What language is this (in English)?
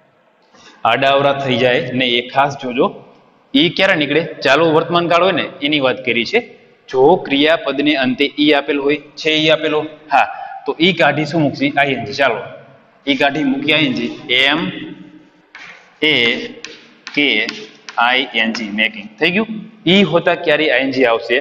Gujarati